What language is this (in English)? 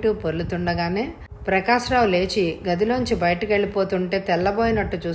Telugu